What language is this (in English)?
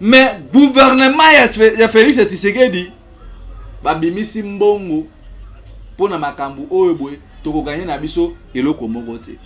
Lingala